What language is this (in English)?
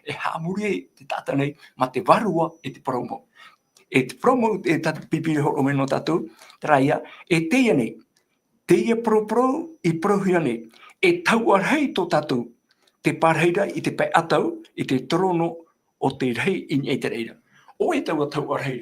Tahitian